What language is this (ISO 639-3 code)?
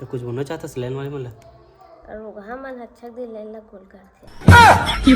hne